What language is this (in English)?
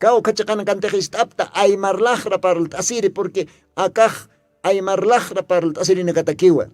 Aymara